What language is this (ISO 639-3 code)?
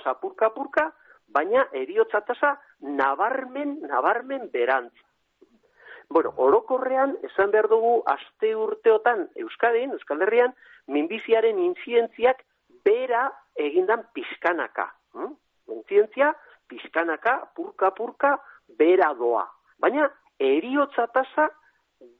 eus